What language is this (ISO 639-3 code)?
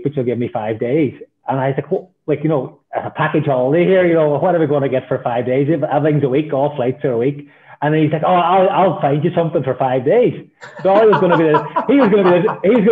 eng